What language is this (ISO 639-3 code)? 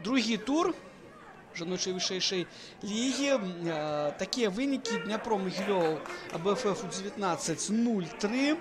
bel